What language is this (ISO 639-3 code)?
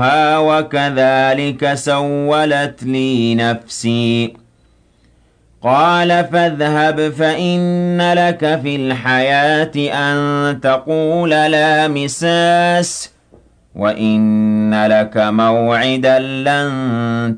ara